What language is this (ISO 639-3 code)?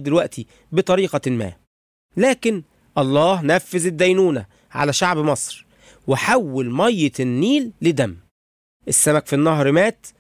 arz